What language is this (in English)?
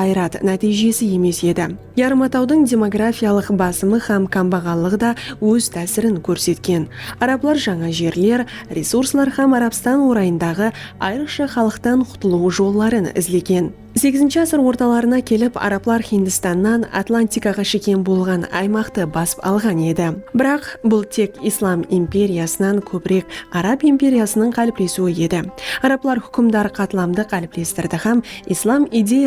Kara-Kalpak